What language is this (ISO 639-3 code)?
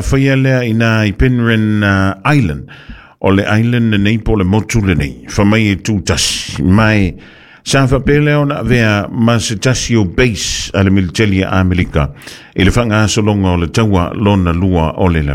smo